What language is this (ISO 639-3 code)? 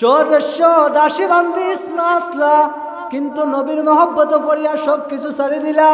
syl